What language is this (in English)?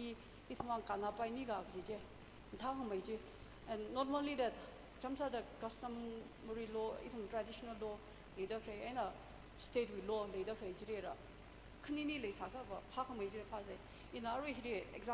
Tangkhul Naga (India)